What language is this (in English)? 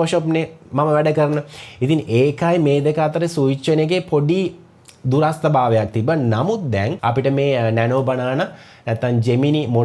Sinhala